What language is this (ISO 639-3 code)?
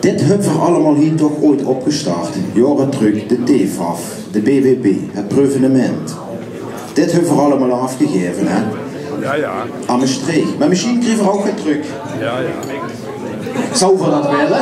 lim